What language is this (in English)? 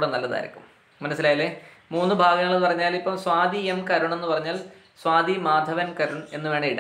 Malayalam